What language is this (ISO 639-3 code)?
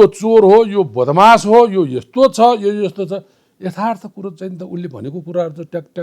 nep